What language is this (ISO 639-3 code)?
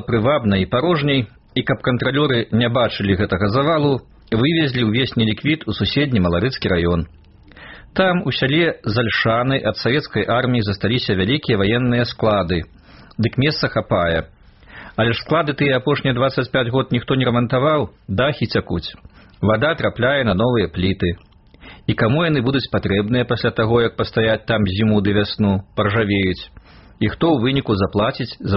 bel